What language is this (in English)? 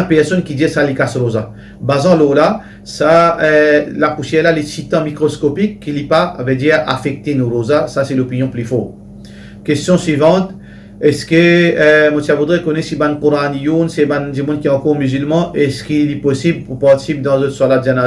Morisyen